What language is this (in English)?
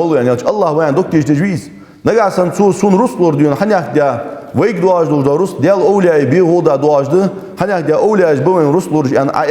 Ingush